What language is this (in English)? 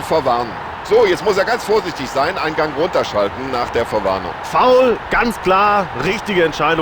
Bavarian